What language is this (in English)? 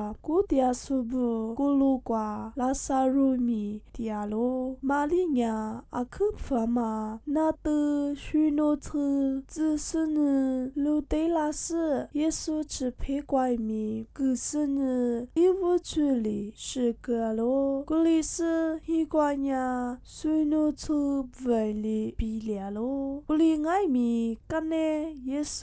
Lisu